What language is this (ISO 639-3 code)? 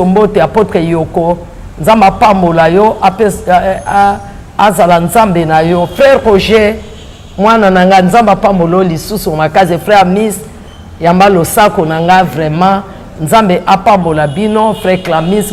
lin